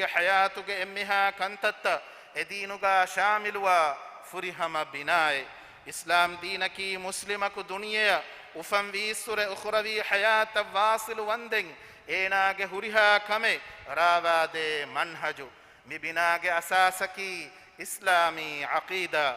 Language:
Divehi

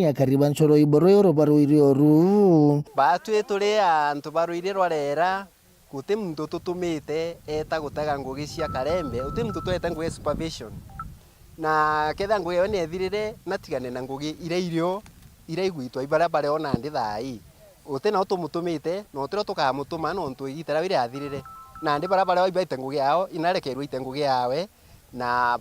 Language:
Meru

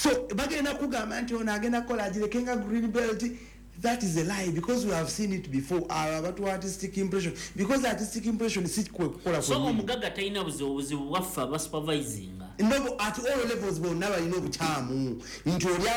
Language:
Ganda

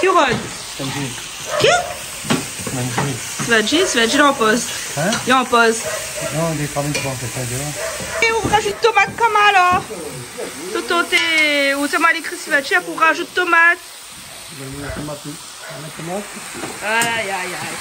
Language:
Réunion Creole French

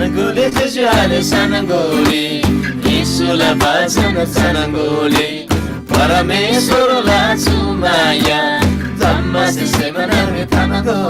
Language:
Eastern Tamang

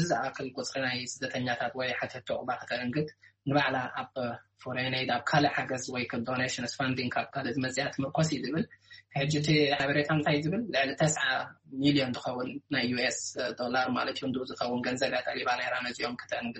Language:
Tigrinya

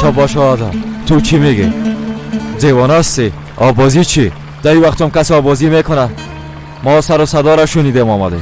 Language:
Persian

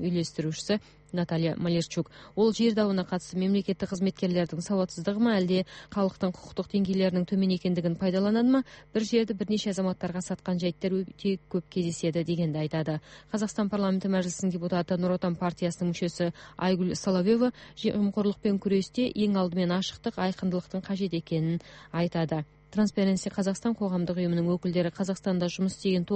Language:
Kazakh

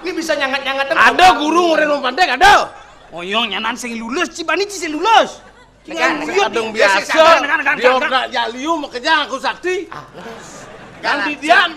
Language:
Balinese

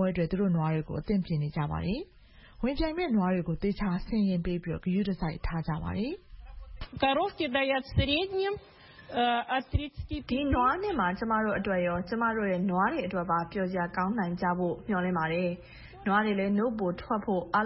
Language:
Burmese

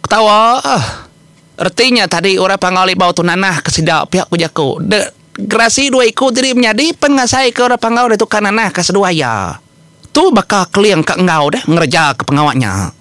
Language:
Iban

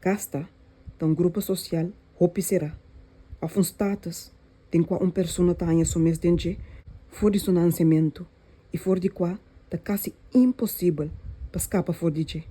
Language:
Papiamento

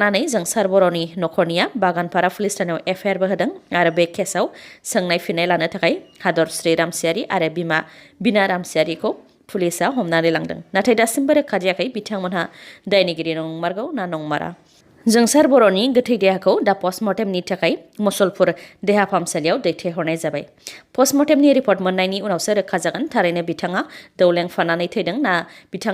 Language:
Bodo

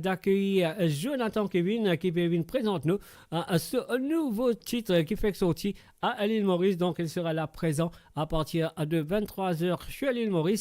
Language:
Morisyen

